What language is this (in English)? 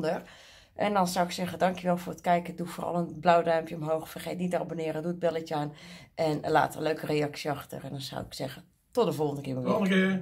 Dutch